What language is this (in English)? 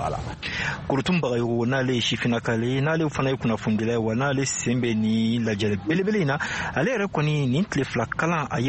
Bambara